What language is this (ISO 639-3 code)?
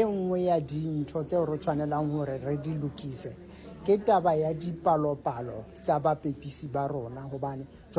sot